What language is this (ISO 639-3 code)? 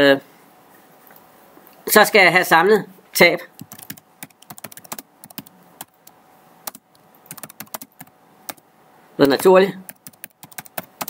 dan